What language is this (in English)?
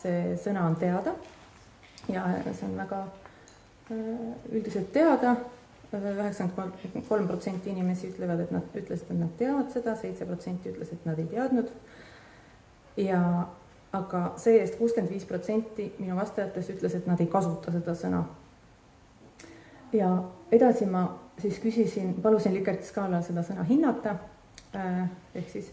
Estonian